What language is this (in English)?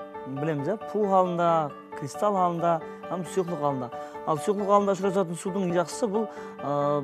Kara-Kalpak